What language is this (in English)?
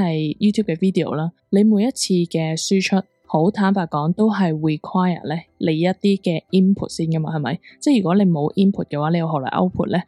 Cantonese